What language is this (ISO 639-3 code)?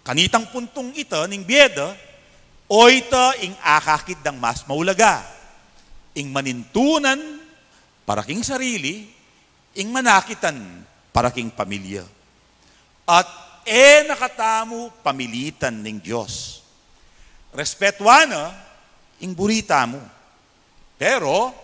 pam